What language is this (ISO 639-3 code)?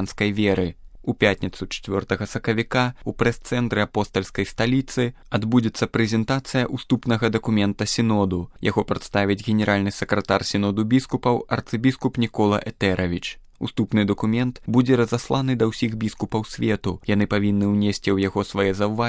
bel